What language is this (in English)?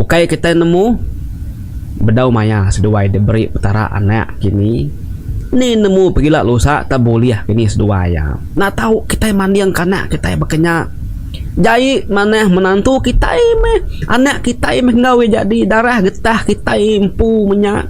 Iban